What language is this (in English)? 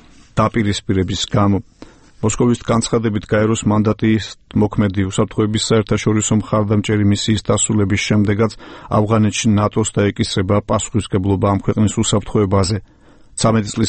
Georgian